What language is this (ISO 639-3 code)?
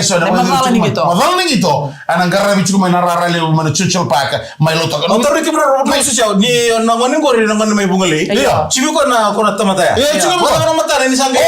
fij